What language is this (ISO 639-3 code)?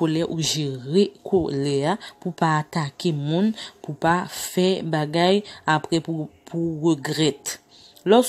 hat